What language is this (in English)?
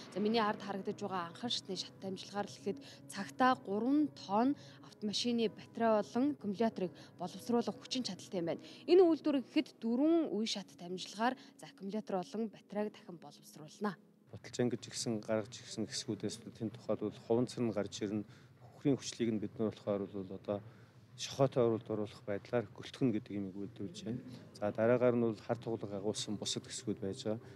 Mongolian